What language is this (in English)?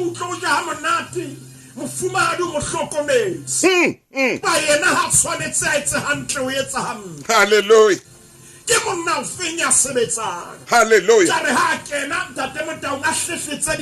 Southern Sotho